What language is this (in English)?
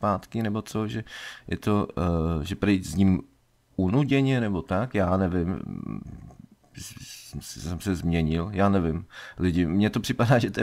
Czech